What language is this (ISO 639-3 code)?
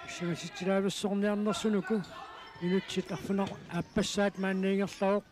kal